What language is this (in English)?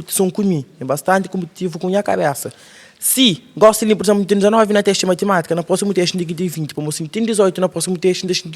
Kabuverdianu